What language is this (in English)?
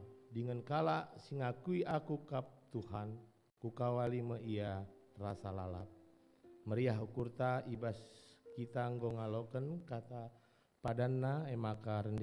Batak Karo